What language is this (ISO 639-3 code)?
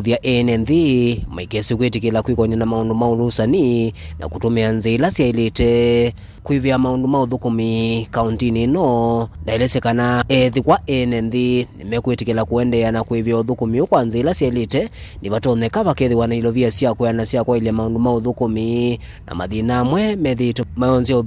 kam